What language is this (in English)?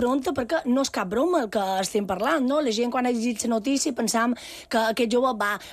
Catalan